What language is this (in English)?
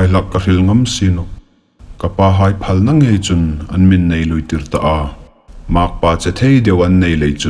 Hmar